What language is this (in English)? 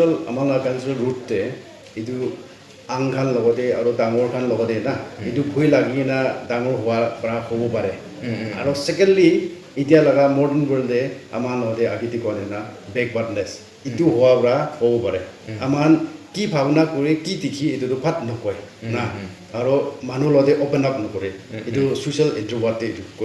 Naga Pidgin